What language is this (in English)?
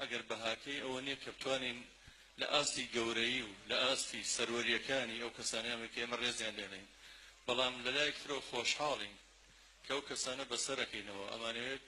Central Kurdish